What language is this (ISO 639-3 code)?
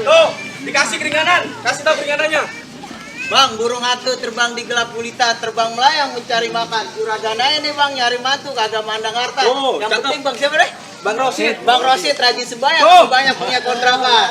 bew